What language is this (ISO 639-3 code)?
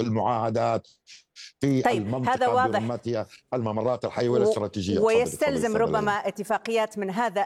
ara